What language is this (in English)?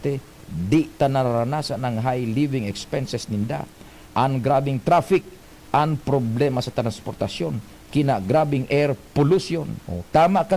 Bikol